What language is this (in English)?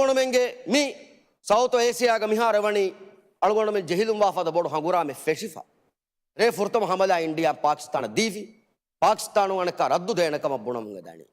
Divehi